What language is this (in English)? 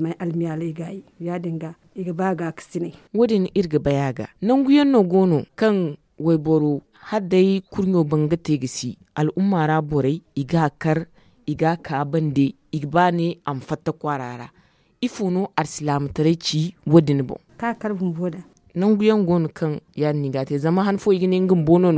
Zarma